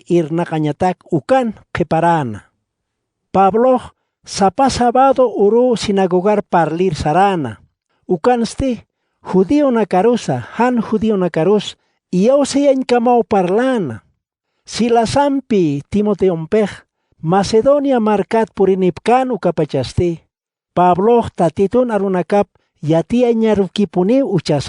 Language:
Aymara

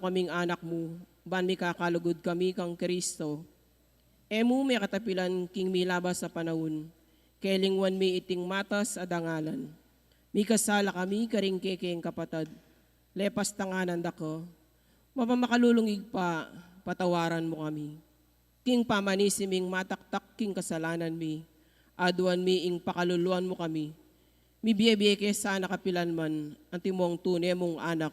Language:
Pampanga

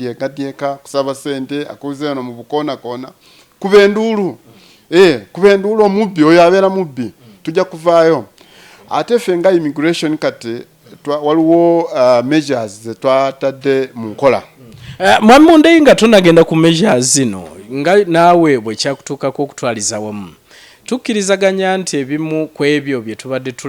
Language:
Ganda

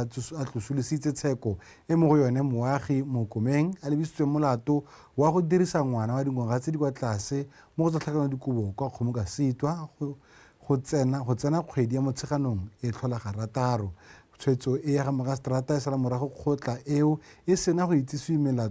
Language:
Tswana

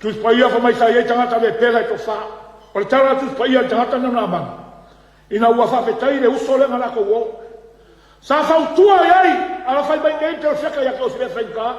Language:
Samoan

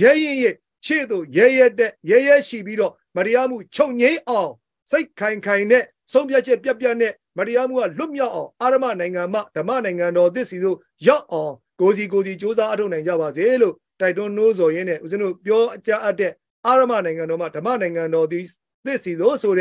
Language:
Burmese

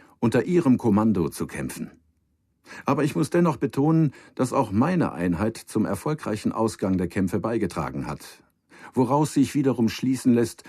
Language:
Bavarian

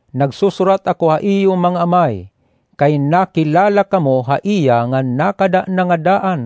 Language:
Waray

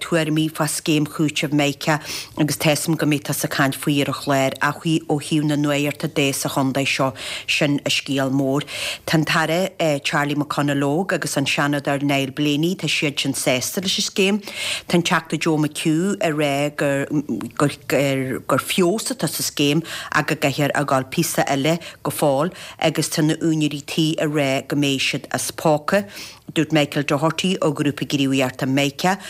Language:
Irish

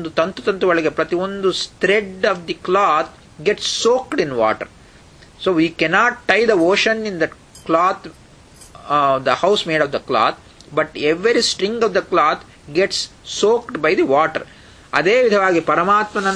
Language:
Kannada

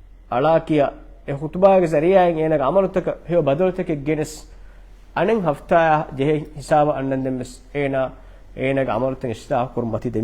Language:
Divehi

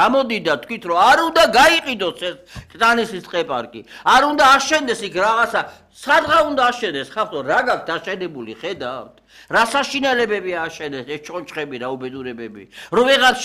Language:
Georgian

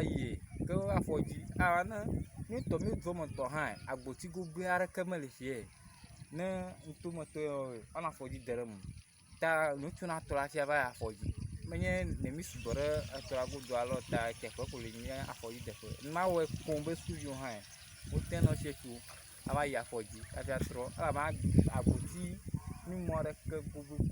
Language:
Ewe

